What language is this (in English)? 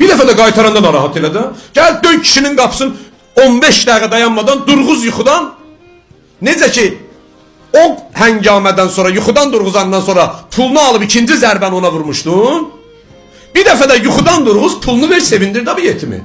Azerbaijani